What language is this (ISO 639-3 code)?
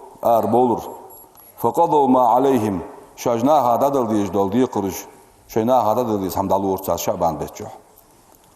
inh